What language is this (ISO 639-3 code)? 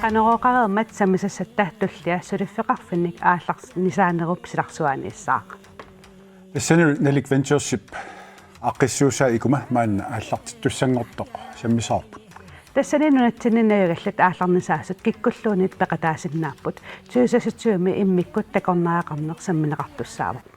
kal